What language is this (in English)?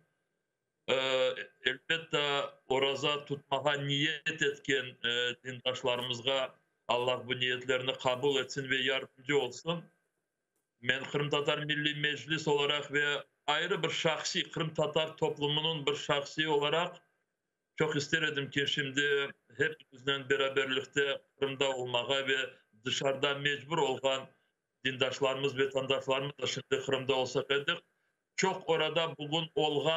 Crimean Tatar